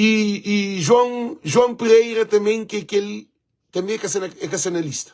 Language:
Kabuverdianu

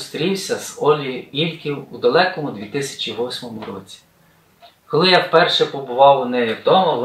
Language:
Ukrainian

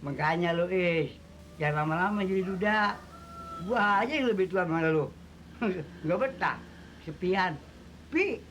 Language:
Betawi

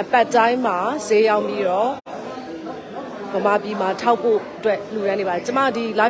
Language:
Burmese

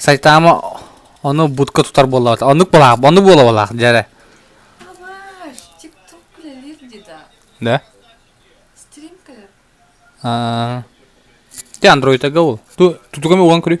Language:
Yakut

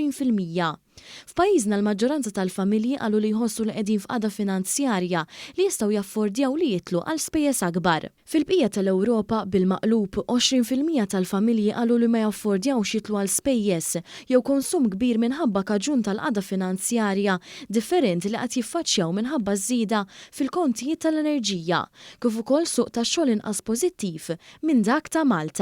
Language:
Maltese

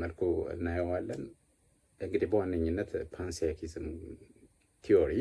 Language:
Amharic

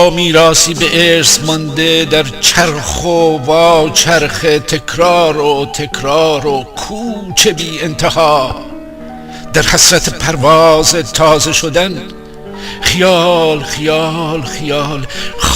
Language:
Gilaki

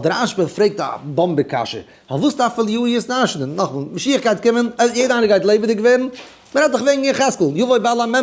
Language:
Yiddish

